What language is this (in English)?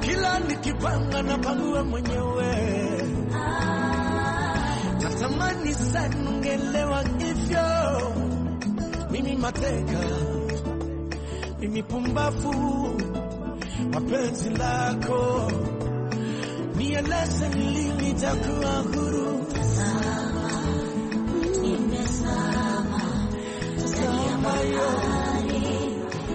Swahili